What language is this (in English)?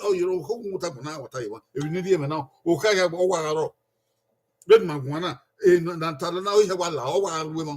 Bini